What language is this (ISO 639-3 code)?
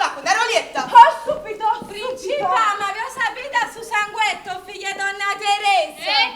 nap